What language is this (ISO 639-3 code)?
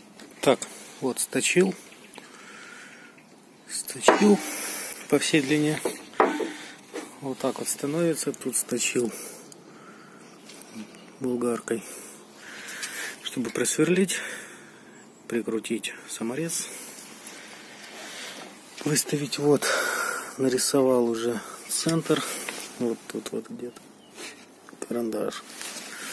rus